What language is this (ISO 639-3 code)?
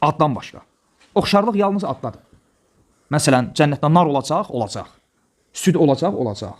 aze